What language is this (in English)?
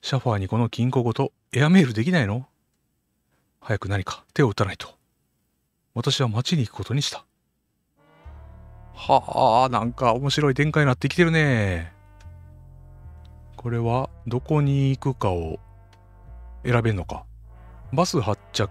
Japanese